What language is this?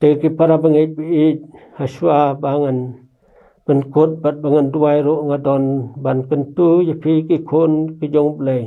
Khasi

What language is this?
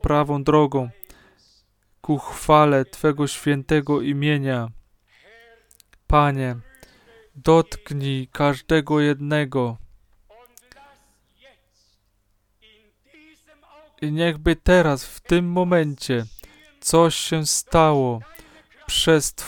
Polish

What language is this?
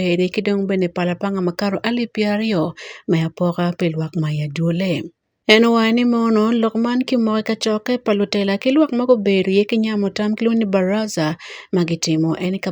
Acoli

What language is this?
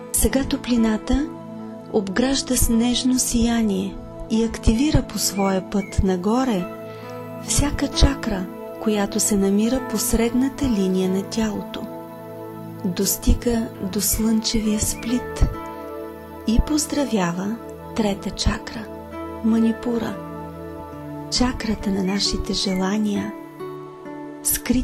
Bulgarian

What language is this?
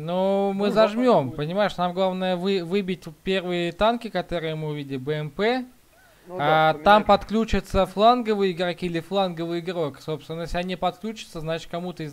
Russian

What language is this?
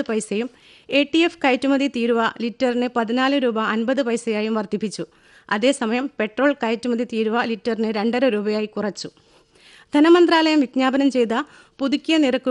Malayalam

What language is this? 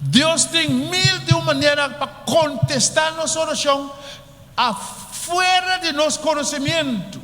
Papiamento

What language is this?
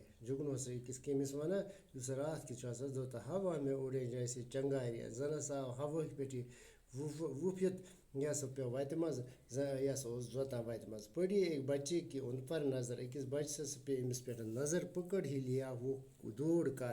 Kashmiri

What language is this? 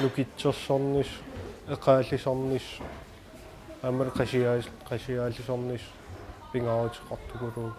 Kalaallisut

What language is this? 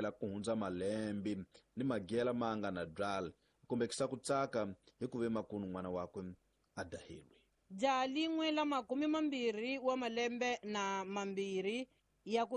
Tsonga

